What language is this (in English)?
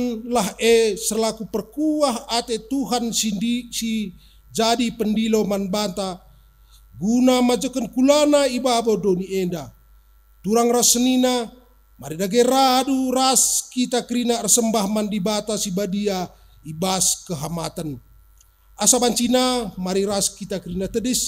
Batak Karo